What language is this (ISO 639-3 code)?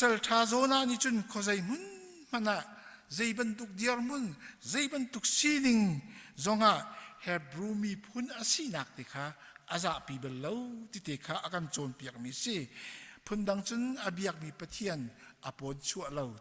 cnh